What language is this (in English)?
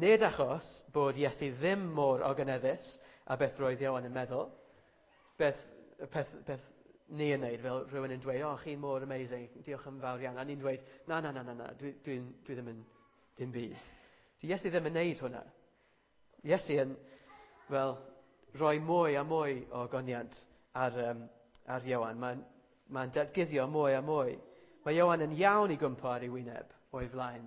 Welsh